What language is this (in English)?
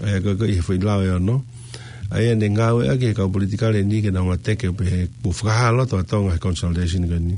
Tongan